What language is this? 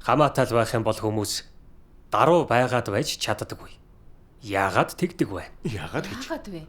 Mongolian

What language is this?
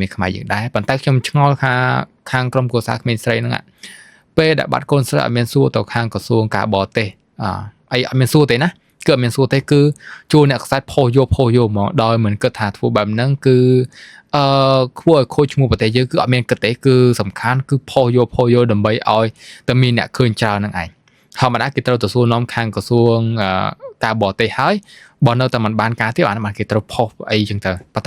Khmer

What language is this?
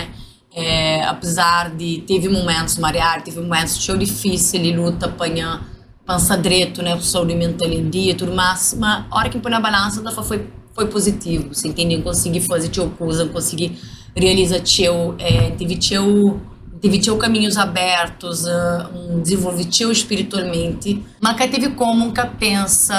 Kabuverdianu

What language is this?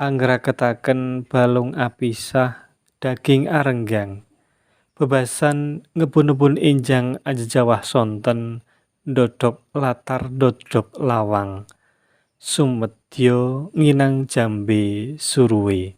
Javanese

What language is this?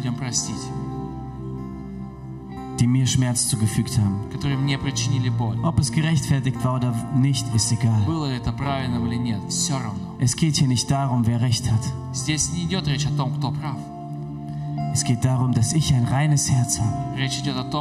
German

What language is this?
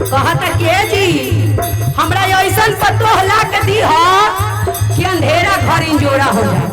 Magahi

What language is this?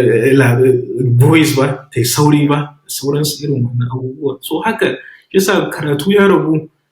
Hausa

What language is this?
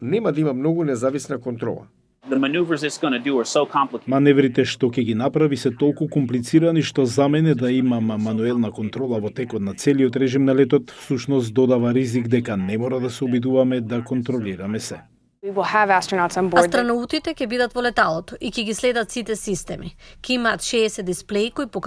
Macedonian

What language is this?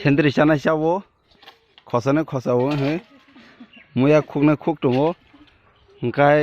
Kok Borok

